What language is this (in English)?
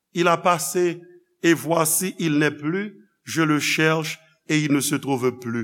Haitian Creole